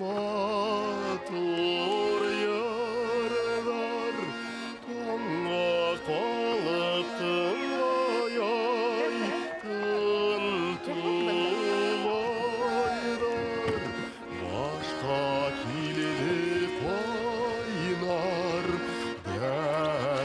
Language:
Bashkir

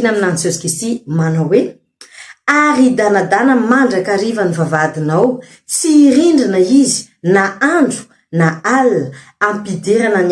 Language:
Malagasy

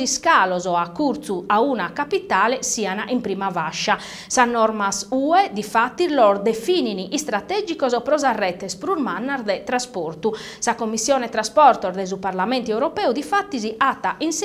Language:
Sardinian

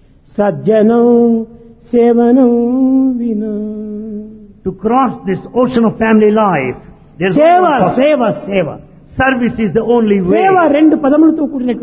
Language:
Telugu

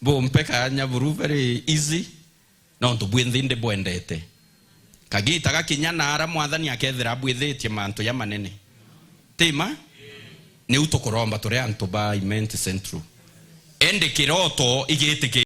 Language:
Meru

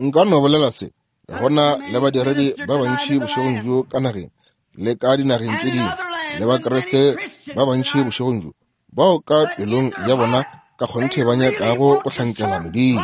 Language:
Northern Sotho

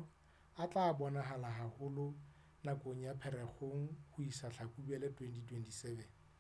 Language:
Southern Sotho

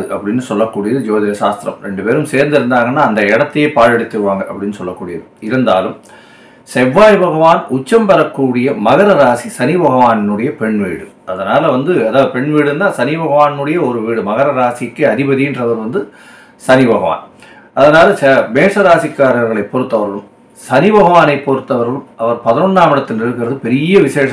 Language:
Tamil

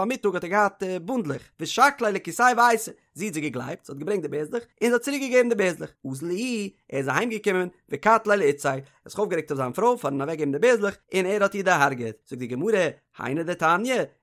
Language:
Yiddish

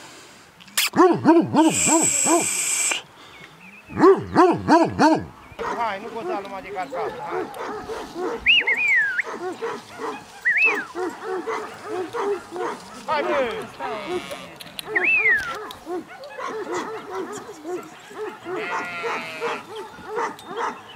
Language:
Romanian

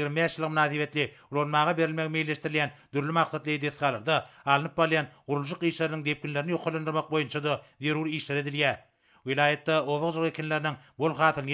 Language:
Turkmen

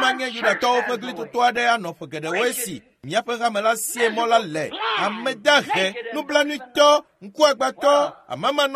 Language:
Ewe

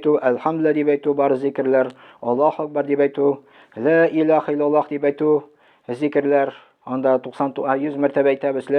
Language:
Tatar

